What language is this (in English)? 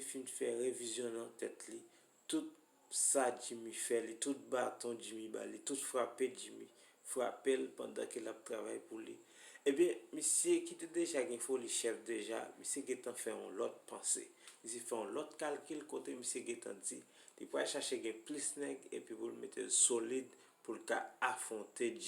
Haitian Creole